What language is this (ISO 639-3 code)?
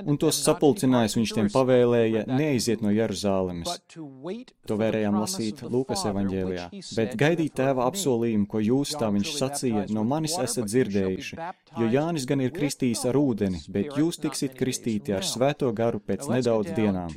lav